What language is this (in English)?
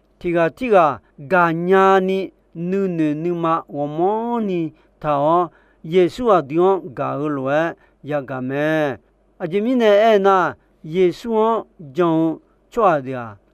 Akha